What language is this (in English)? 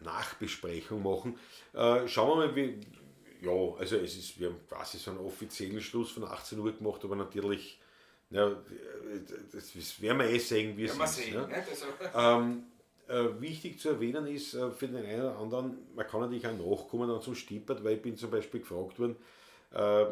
Bavarian